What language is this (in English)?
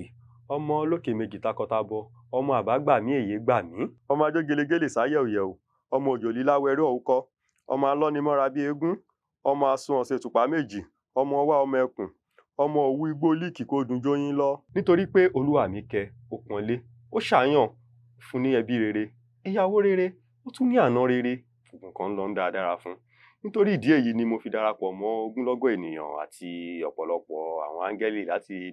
Yoruba